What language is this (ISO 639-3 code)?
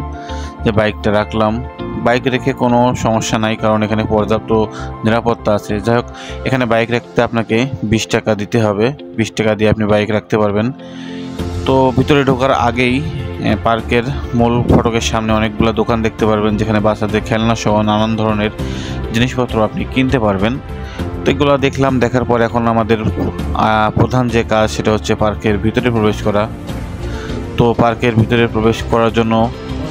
ben